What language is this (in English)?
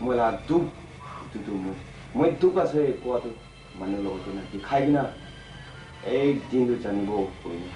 Naga Pidgin